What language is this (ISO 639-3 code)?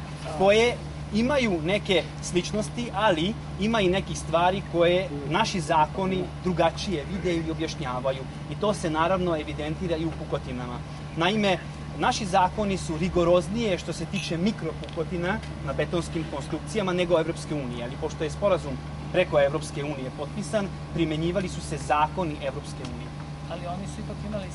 srp